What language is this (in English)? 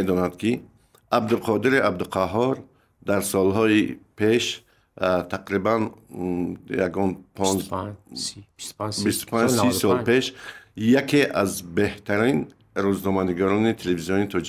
Tajik